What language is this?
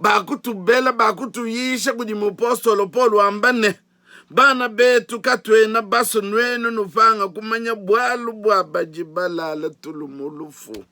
Luba-Lulua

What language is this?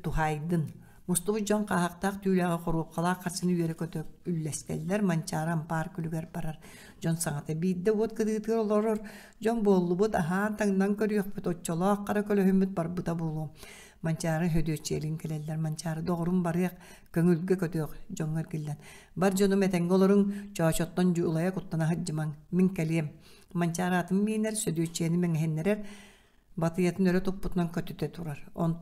Yakut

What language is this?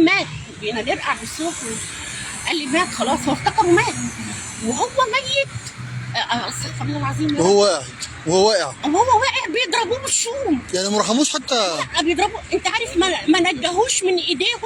Egyptian Arabic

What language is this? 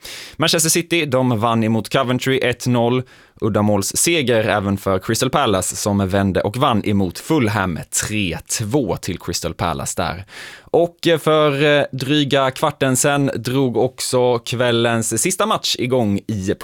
Swedish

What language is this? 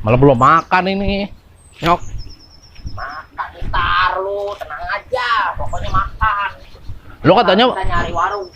Betawi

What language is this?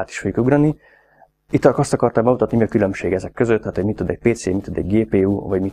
Hungarian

